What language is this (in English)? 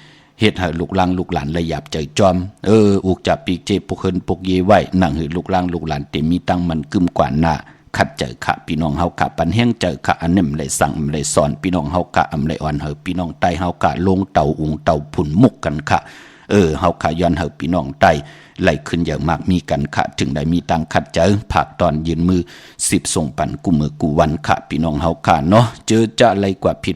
Shan